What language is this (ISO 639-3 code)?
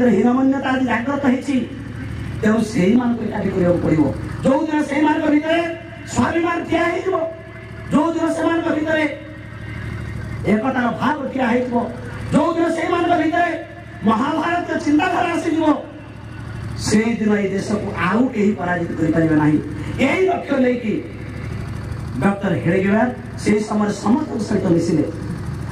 ori